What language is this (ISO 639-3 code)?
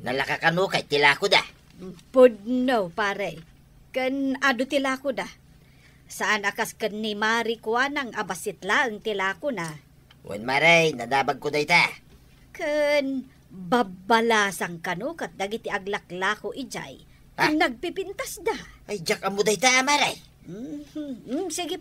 ilo